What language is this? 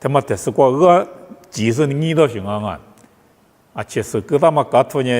Lisu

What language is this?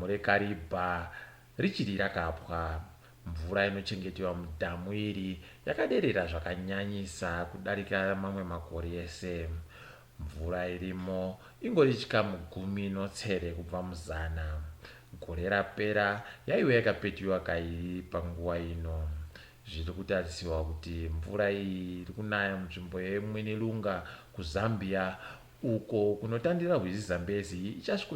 Ndau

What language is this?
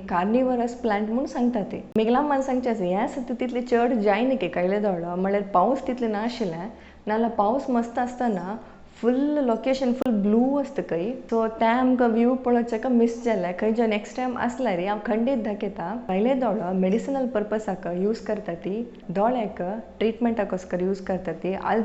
Konkani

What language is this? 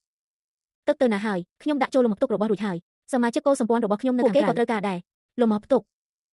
Khmer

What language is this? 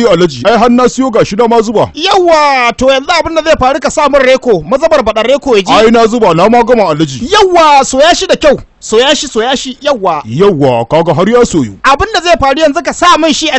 Hausa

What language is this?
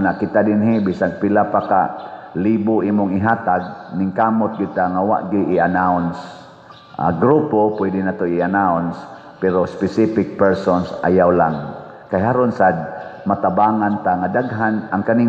Cebuano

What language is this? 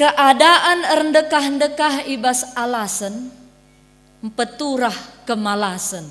Batak Karo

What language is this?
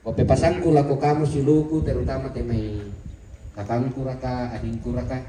Toraja-Sa'dan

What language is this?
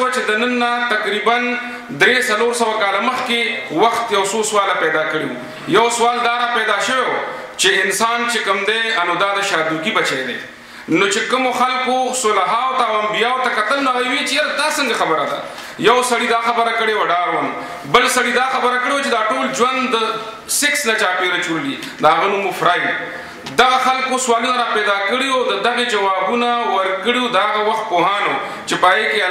Pashto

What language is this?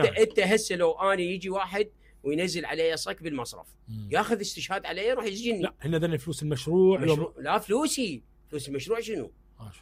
Mesopotamian Arabic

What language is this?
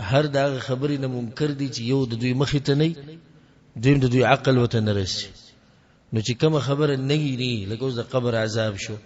Pashto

